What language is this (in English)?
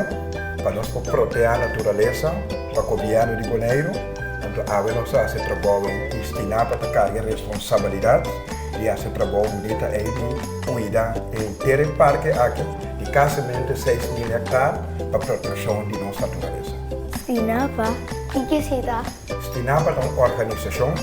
Papiamento